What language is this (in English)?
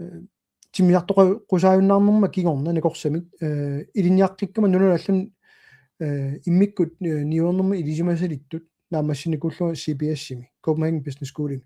Kalaallisut